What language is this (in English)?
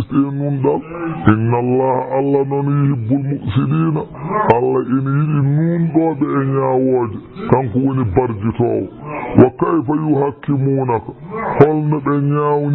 Fula